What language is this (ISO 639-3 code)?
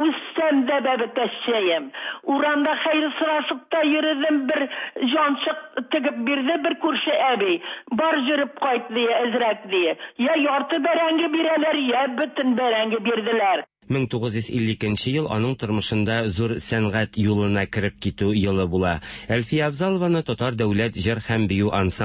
tat